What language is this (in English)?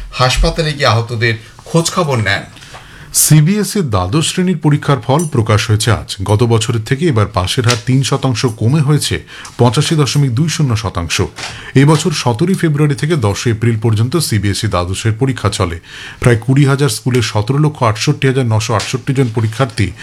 Bangla